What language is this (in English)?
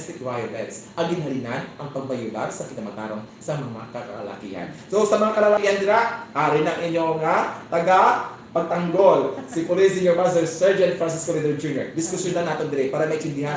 Hiligaynon